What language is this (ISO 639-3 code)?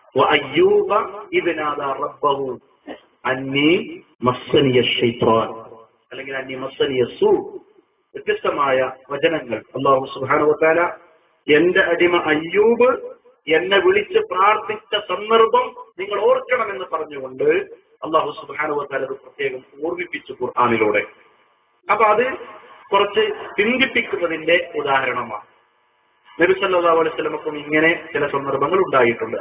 mal